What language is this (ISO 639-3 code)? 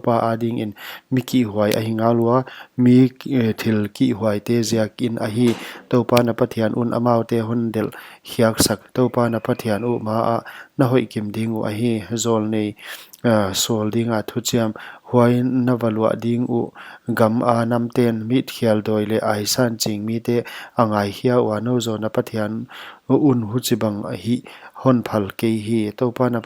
pck